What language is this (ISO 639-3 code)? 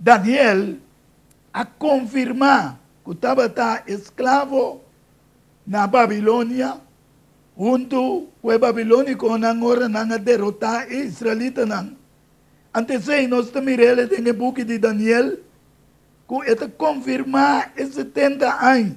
pap